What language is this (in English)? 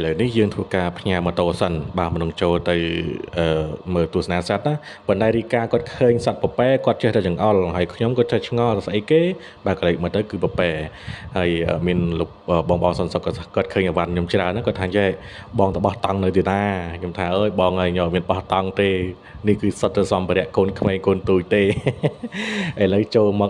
Khmer